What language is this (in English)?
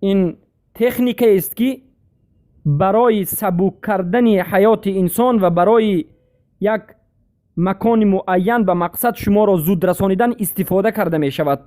Persian